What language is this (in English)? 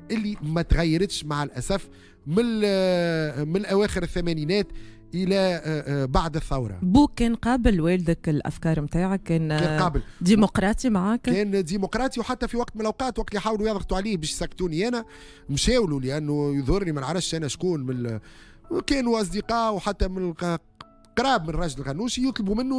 Tunisian Arabic